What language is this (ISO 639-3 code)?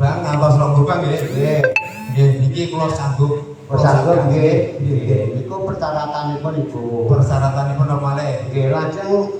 jav